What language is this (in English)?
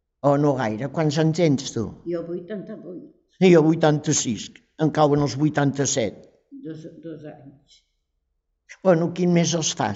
Catalan